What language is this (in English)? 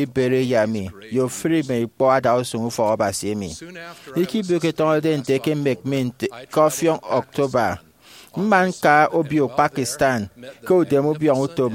Efik